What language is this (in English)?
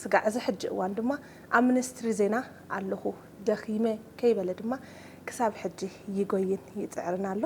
Tigrinya